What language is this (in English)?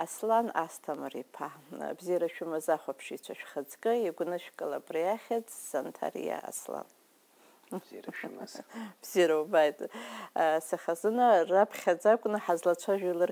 Abkhazian